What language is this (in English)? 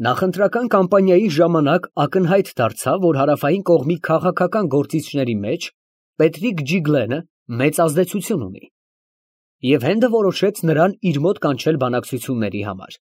Armenian